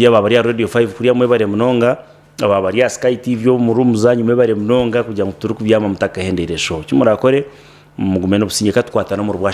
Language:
Nyankole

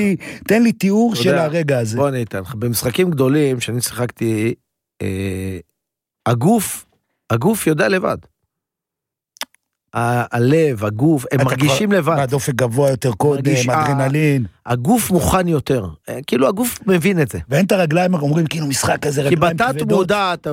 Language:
Hebrew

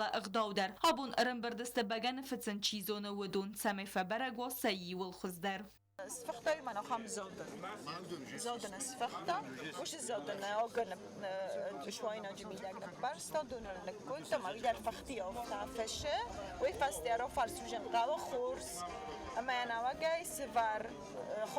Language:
Ossetic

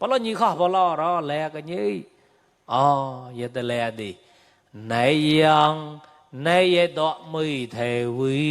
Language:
Mon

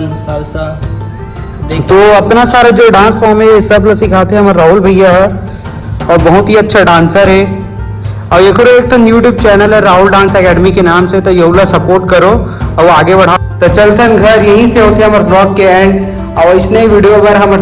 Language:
Chhattisgarhi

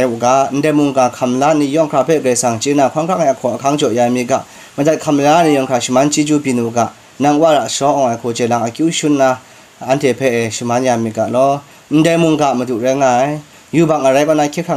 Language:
Kachin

